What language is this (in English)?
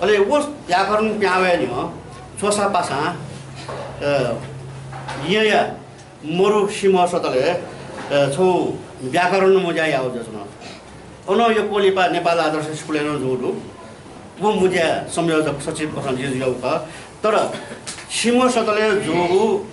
Newari